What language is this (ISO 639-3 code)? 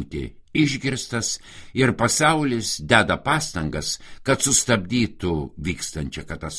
lit